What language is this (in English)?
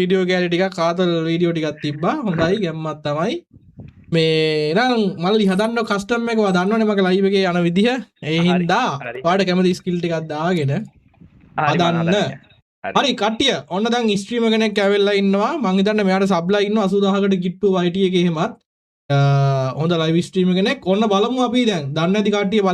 Sinhala